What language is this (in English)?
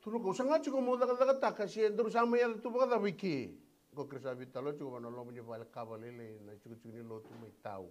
Fijian